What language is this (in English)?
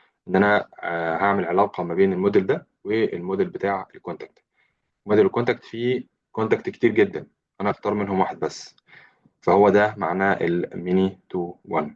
Egyptian Arabic